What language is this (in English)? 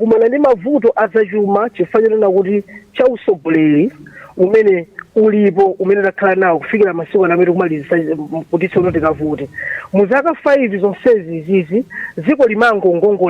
Nyanja